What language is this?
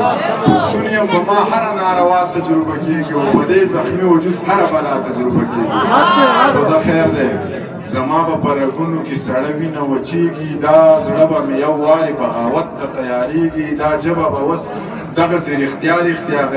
Pashto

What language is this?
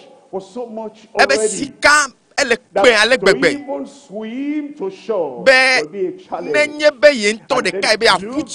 Ewe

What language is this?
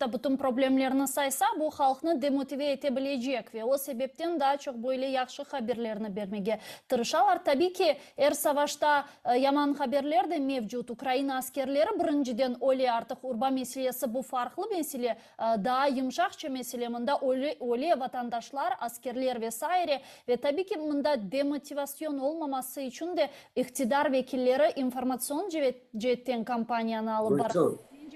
Crimean Tatar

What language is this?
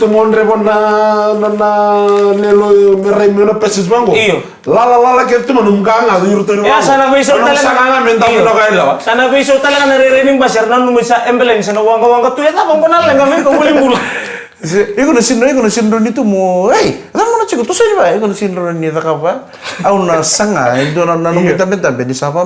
Fijian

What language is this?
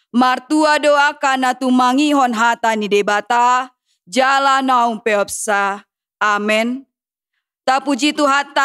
Batak Toba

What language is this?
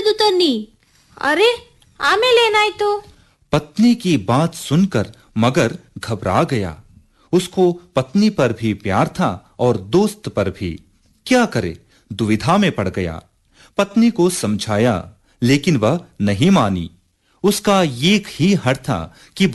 Kannada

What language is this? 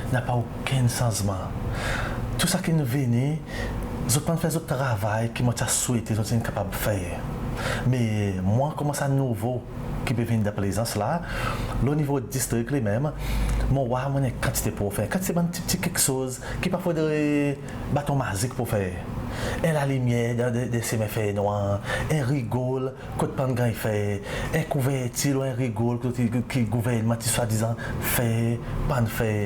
Seselwa Creole French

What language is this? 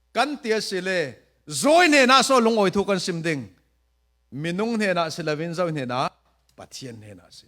Falam Chin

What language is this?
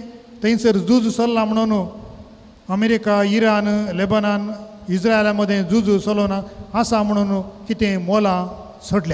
Konkani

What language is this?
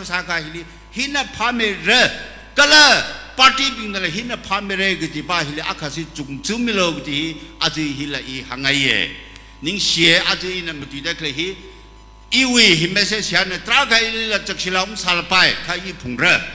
Tangkhul Naga (India)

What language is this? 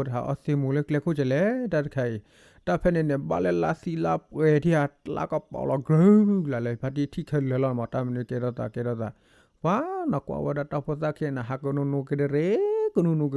S'gaw Karen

